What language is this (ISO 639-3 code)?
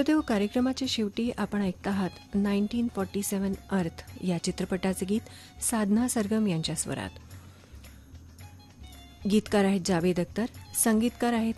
mar